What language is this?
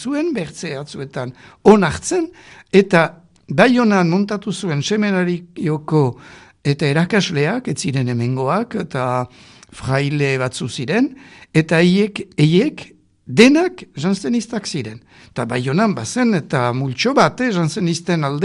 Basque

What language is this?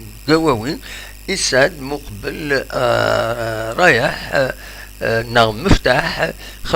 Kabyle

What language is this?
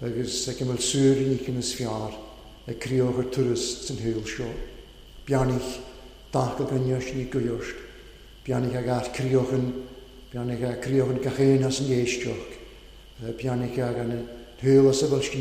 Welsh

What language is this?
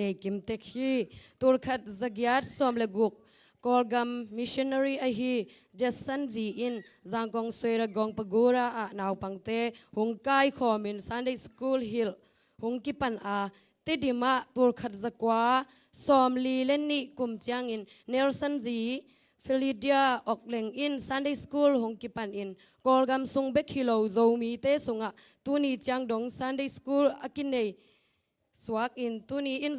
Tedim Chin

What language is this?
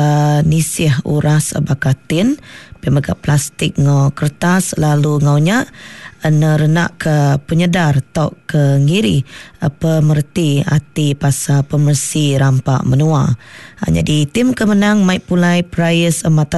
Iban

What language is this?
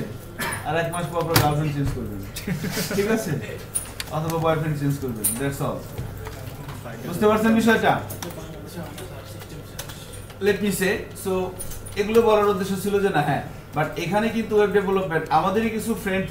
Bangla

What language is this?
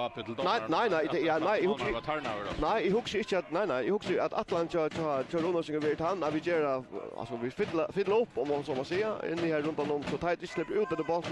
Faroese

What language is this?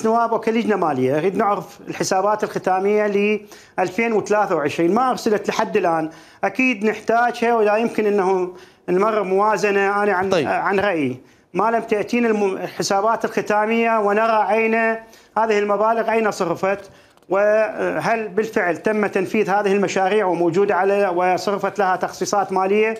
Mesopotamian Arabic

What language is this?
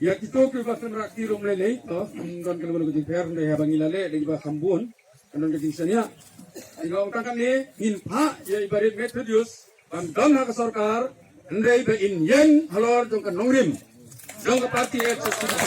Khasi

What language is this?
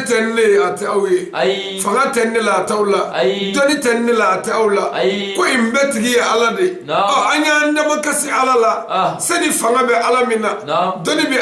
Bambara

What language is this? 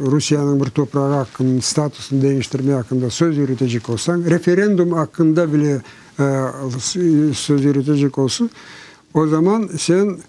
Crimean Tatar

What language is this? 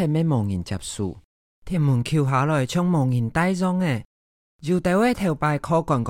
Hakka Chinese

